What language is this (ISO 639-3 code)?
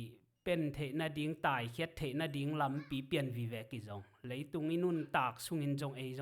ctd